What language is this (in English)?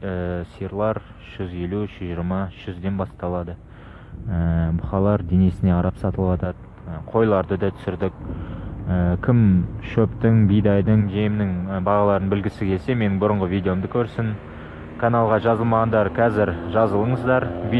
Kazakh